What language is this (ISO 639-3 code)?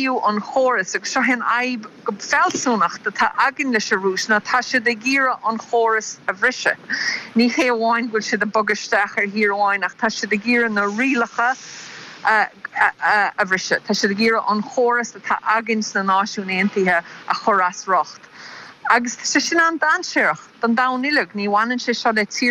gle